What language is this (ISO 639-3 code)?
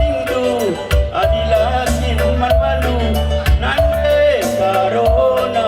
btx